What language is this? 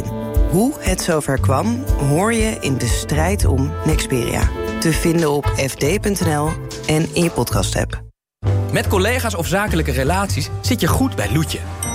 Dutch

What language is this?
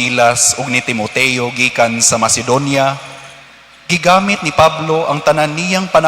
Cebuano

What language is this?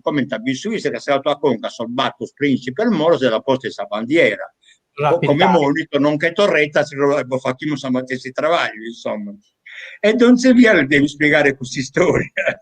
Sardinian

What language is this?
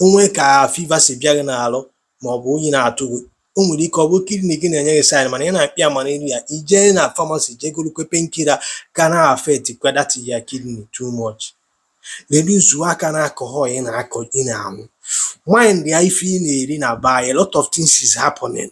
Igbo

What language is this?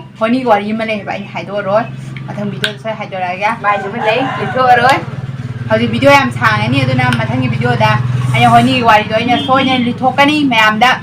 Manipuri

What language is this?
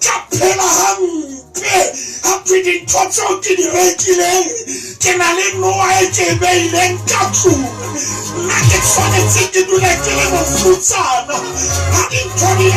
Southern Sotho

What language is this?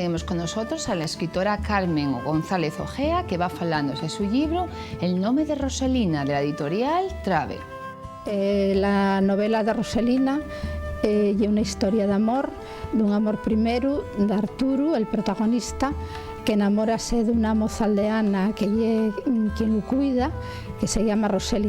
Asturian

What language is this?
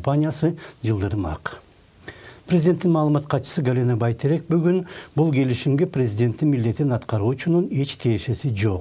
Kyrgyz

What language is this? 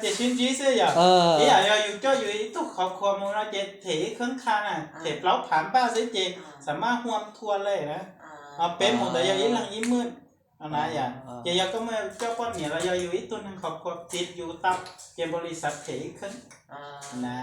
Hmong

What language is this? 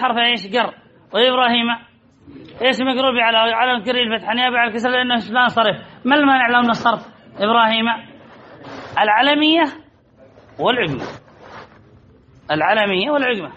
Arabic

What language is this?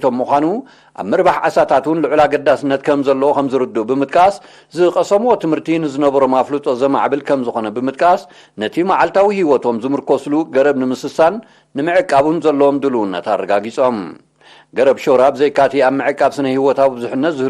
Tigrinya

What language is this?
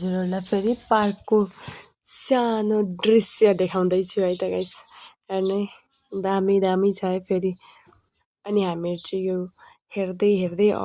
Nepali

